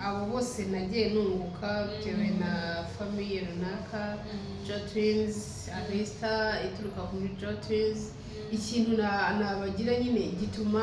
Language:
Kinyarwanda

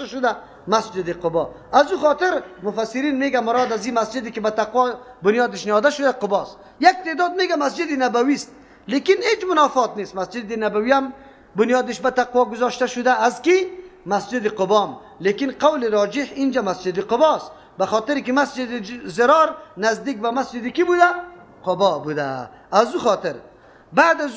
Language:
Persian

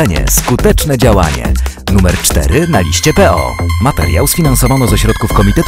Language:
Polish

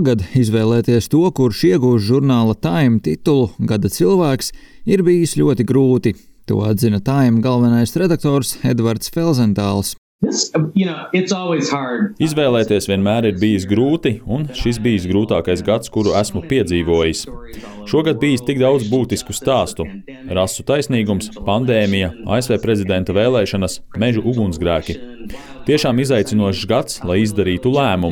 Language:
Latvian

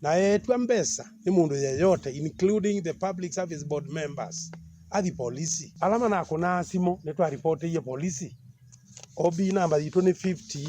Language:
Kamba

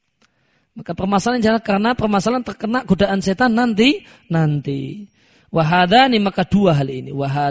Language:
Indonesian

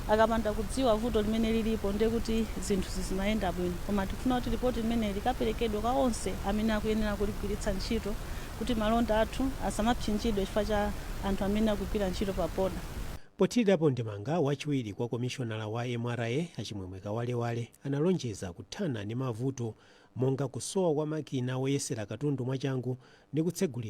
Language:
Nyanja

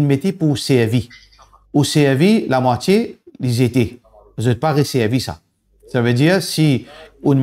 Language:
Morisyen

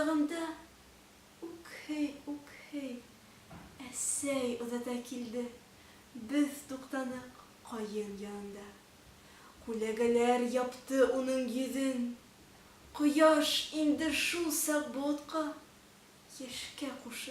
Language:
Bashkir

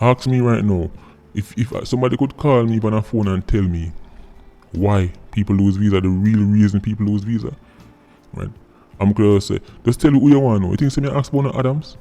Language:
Jamaican Creole English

